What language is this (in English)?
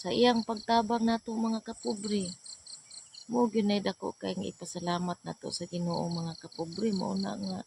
Cebuano